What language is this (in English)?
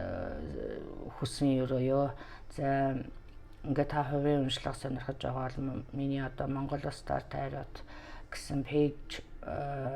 Mongolian